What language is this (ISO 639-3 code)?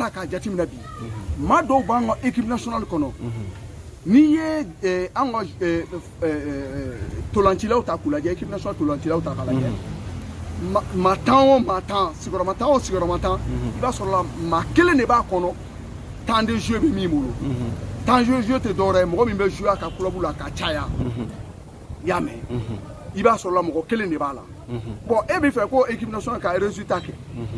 bam